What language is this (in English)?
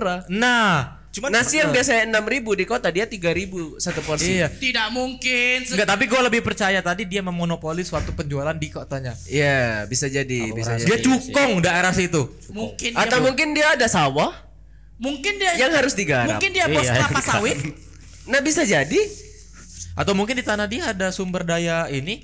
Indonesian